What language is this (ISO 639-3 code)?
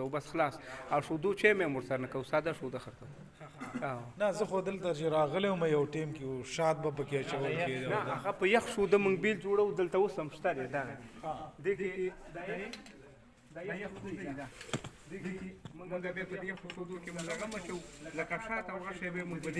pus